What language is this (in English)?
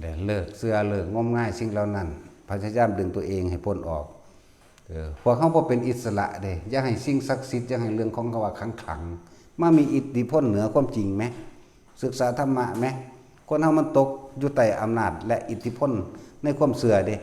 Northeastern Thai